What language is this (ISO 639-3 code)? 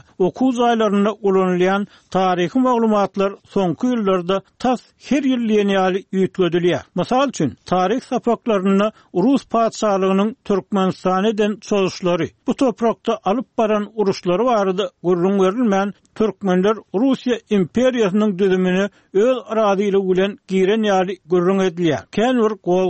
tuk